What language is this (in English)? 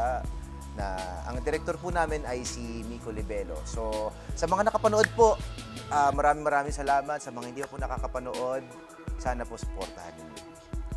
Filipino